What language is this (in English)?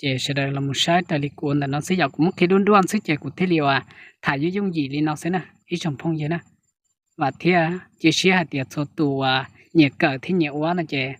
Hmong